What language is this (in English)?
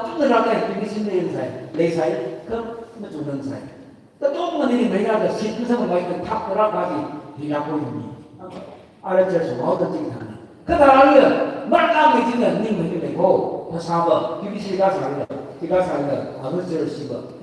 Tangkhul Naga (India)